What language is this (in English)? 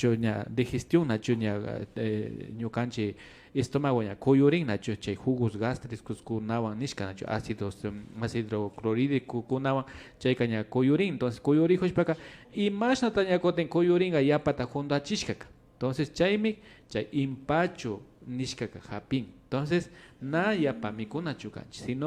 Imbabura Highland Quichua